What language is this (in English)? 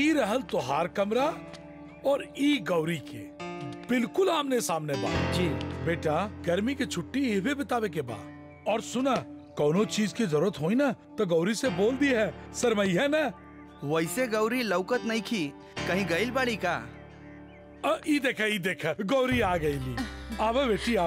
Bhojpuri